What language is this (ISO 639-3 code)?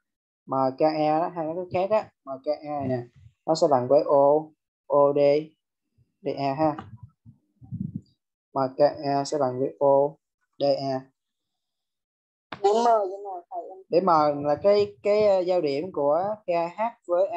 vie